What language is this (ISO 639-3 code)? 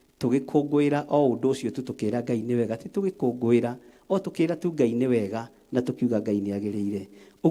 kik